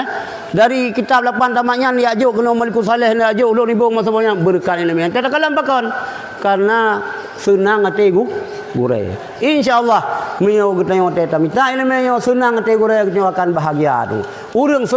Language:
Achinese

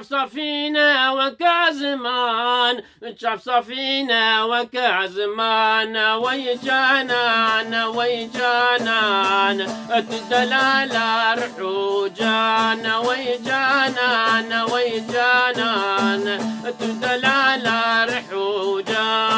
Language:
Kurdish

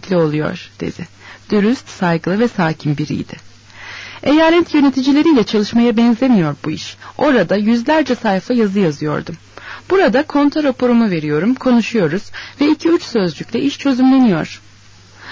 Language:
Turkish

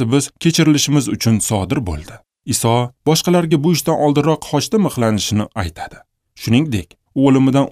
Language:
Uzbek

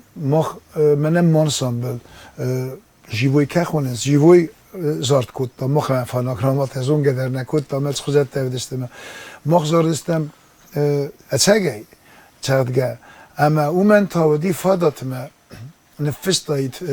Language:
Ossetic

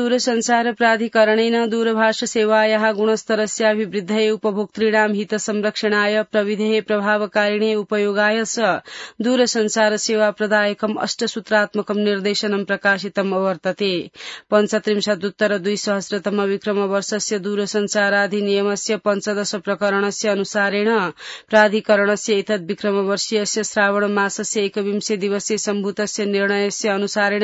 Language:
Sanskrit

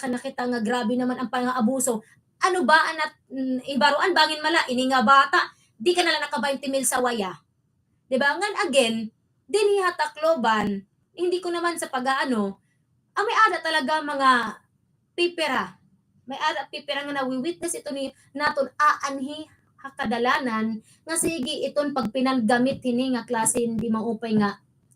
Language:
Waray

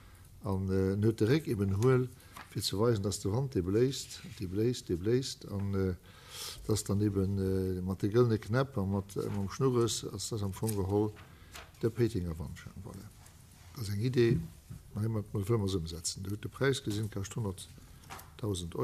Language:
Luxembourgish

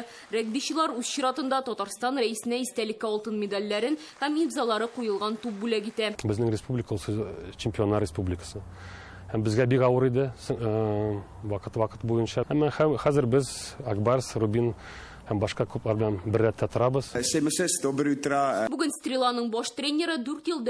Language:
Tatar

